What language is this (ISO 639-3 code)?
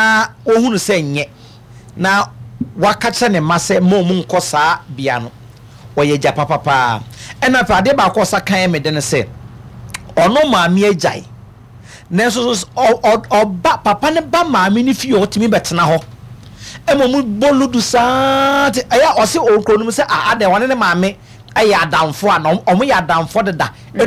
aka